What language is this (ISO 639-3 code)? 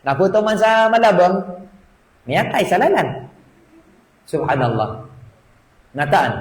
mrw